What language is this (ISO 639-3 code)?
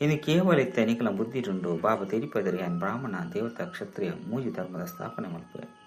tcy